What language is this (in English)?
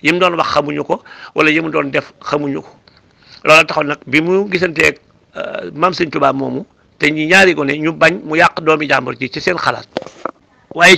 Wolof